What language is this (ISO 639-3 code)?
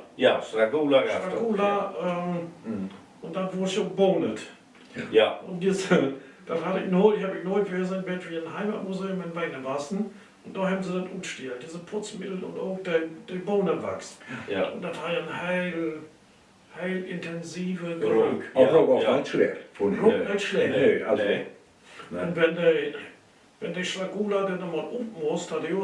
nds